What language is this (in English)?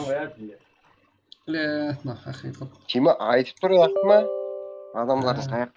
Kara-Kalpak